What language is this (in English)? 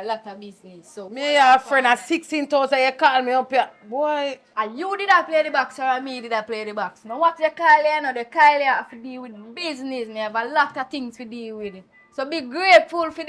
Jamaican Creole English